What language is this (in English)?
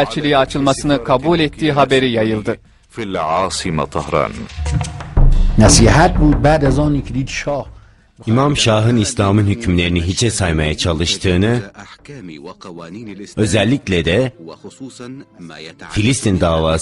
Turkish